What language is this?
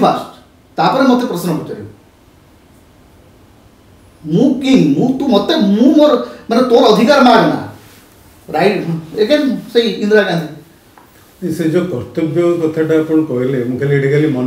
Odia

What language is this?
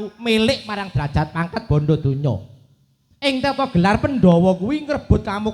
Javanese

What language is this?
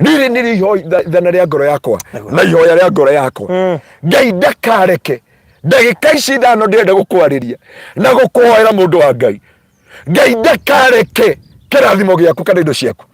Kikuyu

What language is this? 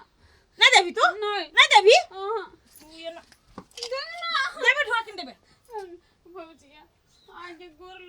Maithili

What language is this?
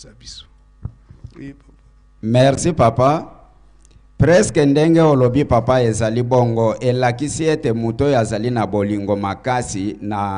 Lingala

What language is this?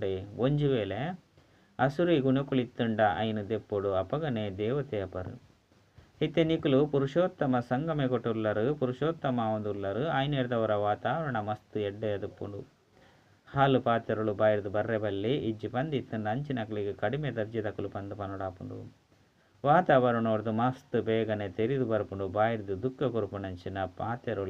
Tulu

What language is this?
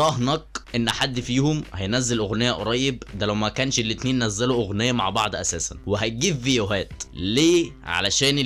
Egyptian Arabic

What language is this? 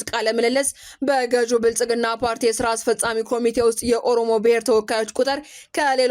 Amharic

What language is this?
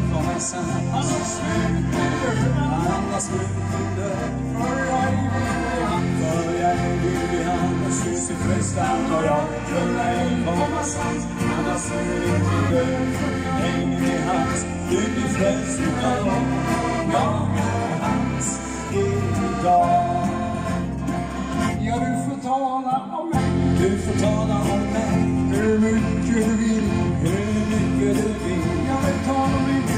Swedish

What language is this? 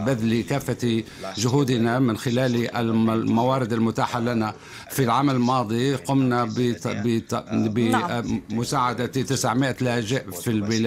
Arabic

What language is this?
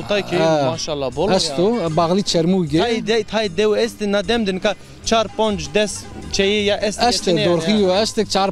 Zaza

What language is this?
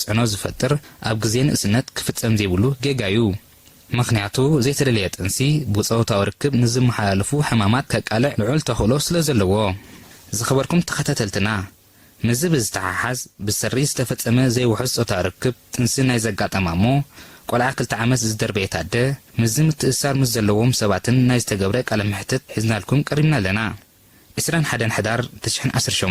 Tigrinya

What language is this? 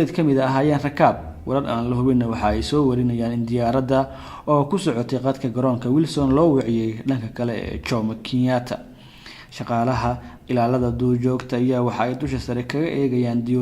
Somali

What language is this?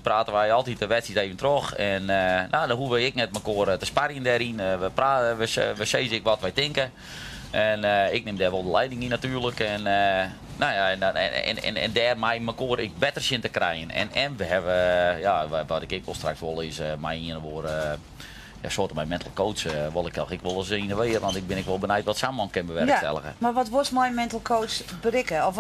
Western Frisian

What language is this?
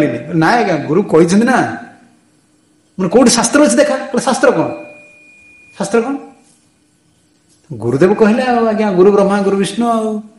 Odia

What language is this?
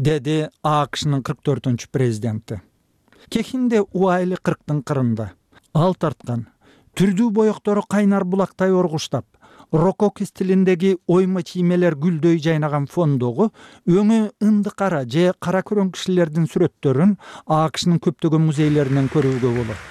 Kyrgyz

